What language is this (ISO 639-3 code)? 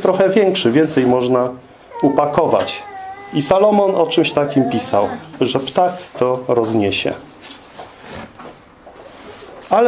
pol